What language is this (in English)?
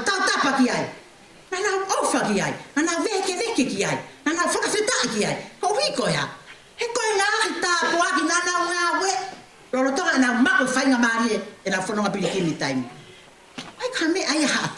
Tongan